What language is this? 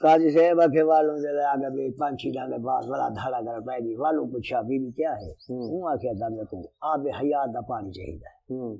Saraiki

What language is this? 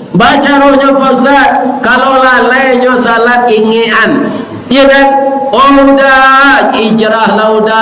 Minangkabau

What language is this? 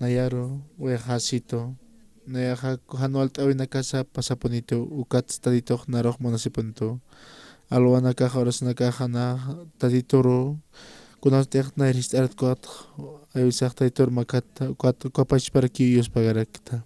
Aymara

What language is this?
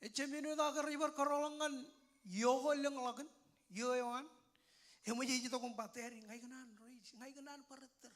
Marshallese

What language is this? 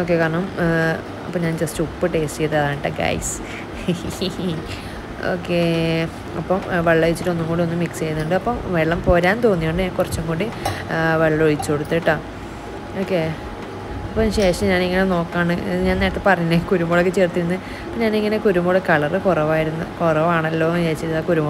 Malayalam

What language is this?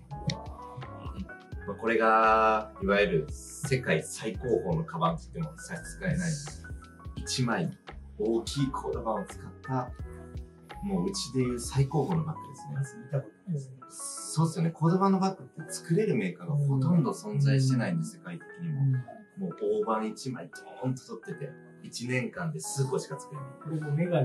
Japanese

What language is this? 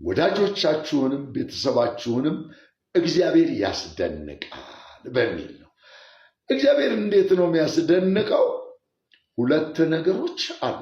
Amharic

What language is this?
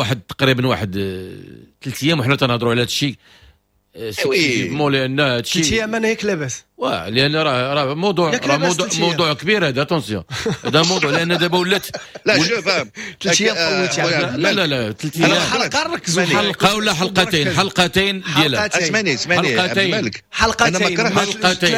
Moroccan Arabic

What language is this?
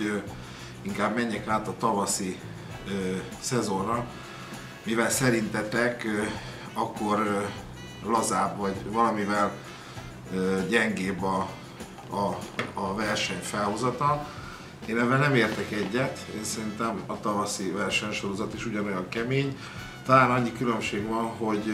Hungarian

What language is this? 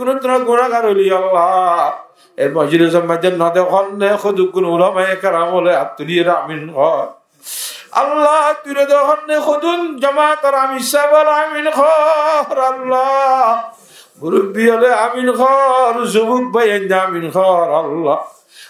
Rohingya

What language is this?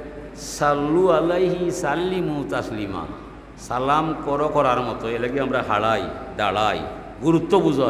Sylheti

